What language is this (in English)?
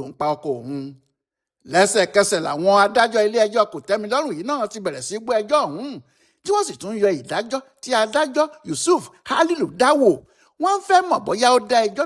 Yoruba